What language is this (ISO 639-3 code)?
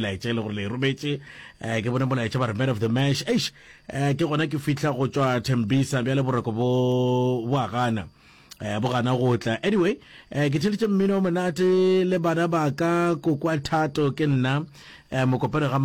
nso